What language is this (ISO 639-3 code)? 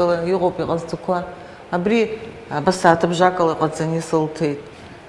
abk